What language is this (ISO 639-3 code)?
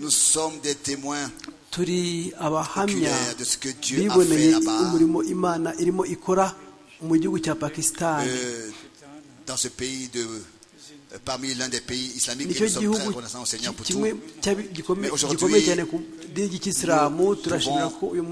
kin